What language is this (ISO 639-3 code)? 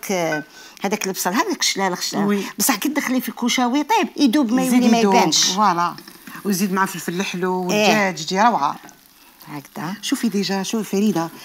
arq